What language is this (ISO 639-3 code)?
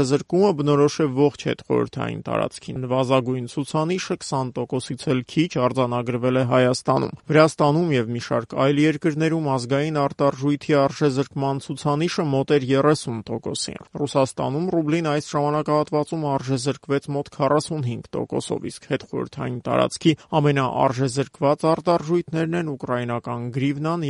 hye